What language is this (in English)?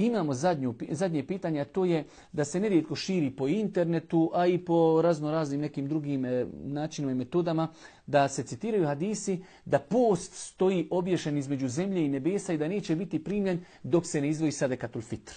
Bosnian